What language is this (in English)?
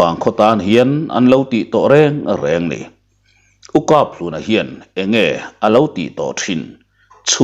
Mizo